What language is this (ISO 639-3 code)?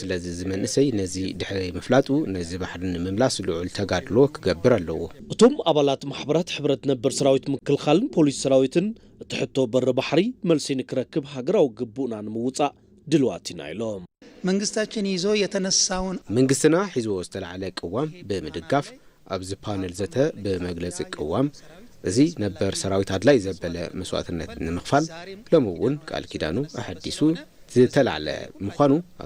tir